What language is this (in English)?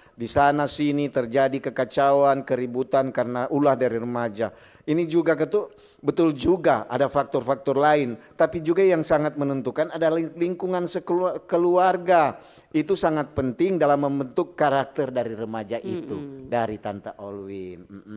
Manado Malay